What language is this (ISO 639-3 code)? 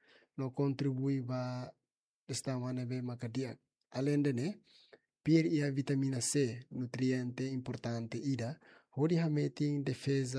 tet